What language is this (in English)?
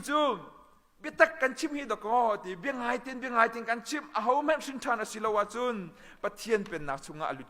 Hakha Chin